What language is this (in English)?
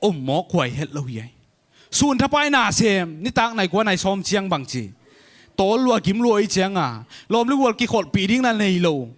Tedim Chin